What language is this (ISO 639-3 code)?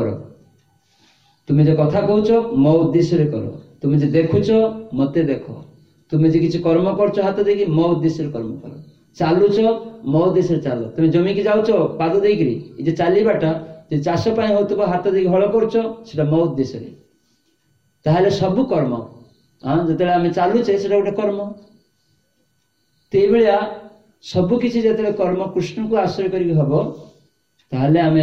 ori